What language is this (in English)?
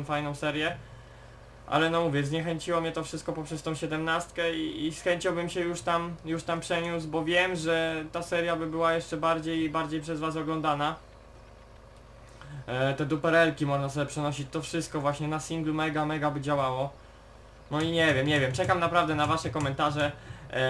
Polish